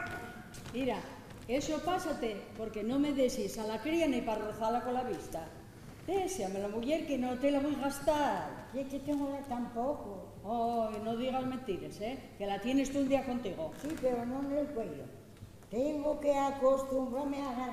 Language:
Asturian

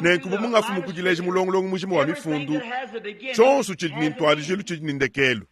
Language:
Luba-Lulua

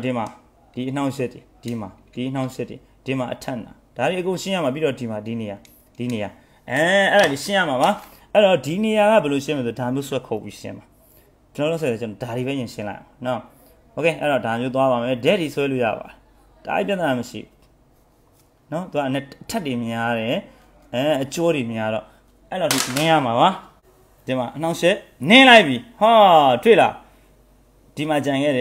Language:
Burmese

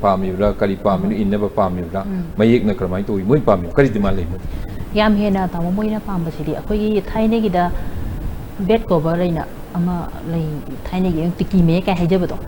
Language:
Manipuri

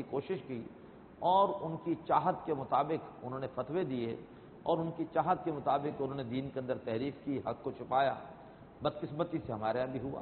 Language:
Urdu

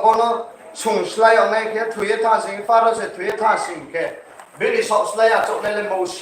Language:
Riang (India)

